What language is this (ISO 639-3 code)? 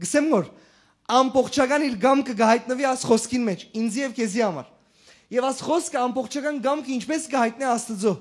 hyw